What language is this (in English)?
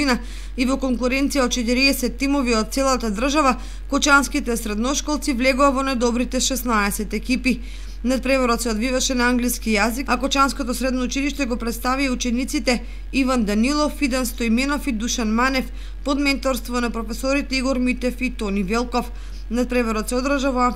Macedonian